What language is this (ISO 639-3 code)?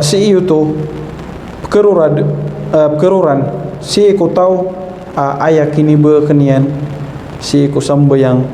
mrw